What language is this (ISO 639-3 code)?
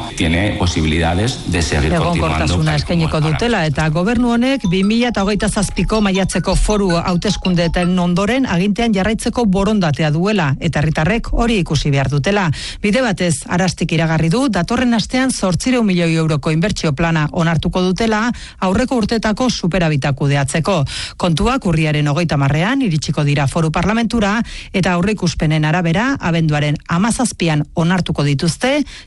eus